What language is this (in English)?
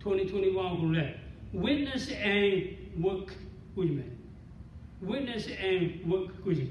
Lahu